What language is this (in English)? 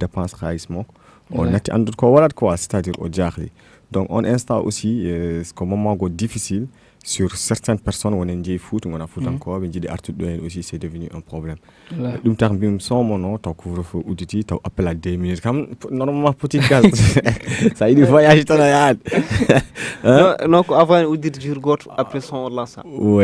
Fula